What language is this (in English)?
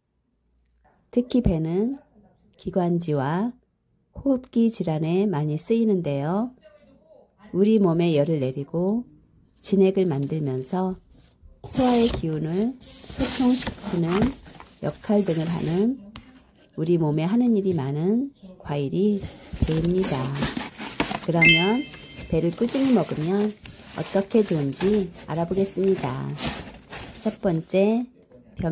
Korean